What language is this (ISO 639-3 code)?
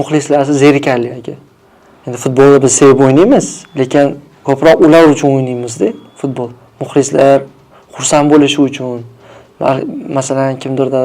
uzb